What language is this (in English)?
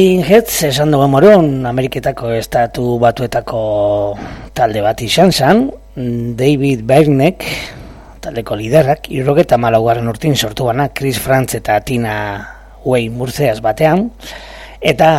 Basque